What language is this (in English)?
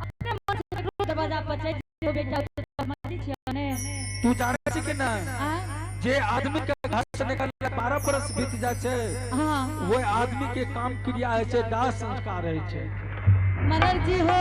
Angika